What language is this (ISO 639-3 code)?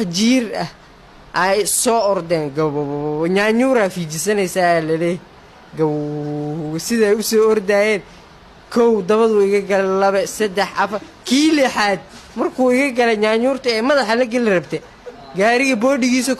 som